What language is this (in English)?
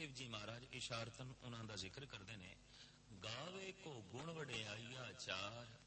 Punjabi